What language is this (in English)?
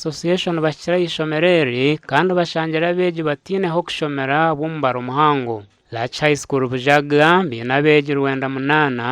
Nyankole